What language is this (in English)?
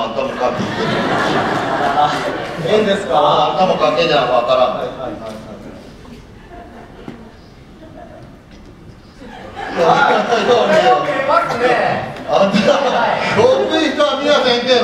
Japanese